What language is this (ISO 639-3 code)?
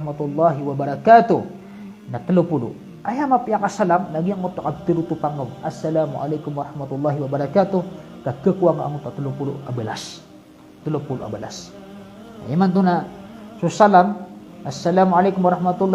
mrw